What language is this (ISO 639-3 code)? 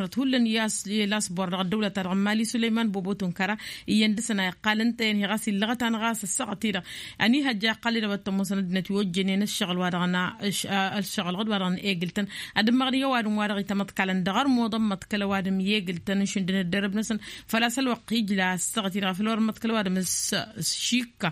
taq